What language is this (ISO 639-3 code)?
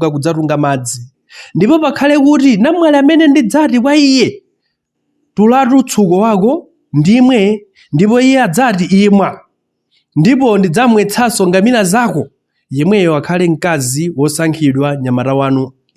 nya